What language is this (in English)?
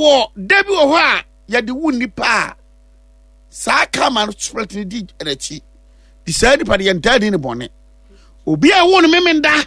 Akan